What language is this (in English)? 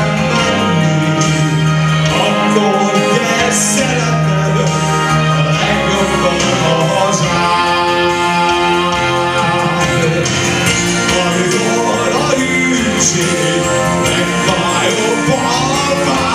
Hungarian